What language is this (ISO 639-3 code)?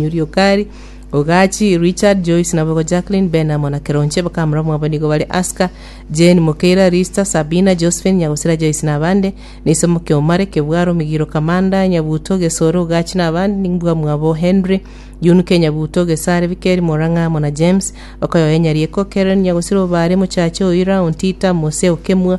guz